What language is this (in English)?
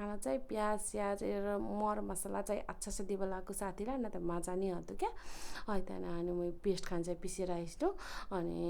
Nepali